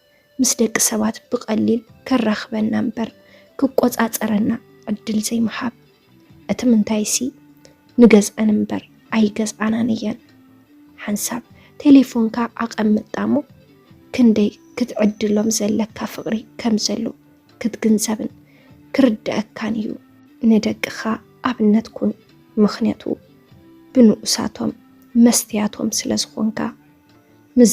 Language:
Tigrinya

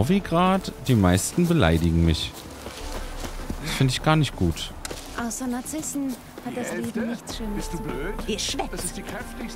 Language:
German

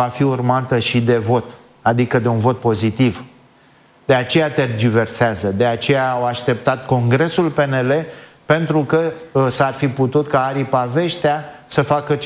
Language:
Romanian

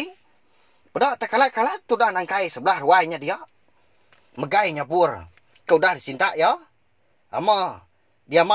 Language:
Iban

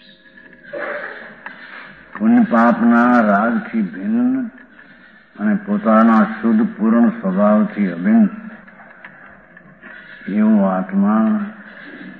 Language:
Gujarati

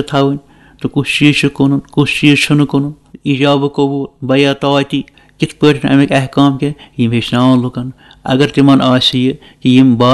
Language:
Kashmiri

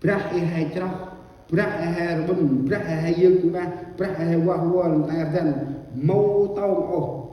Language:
Central Mnong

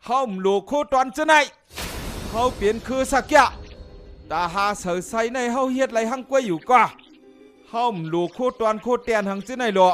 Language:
Shan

